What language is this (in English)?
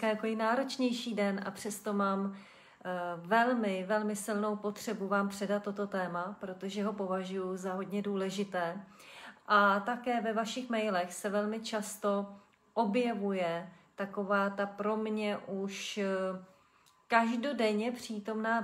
Czech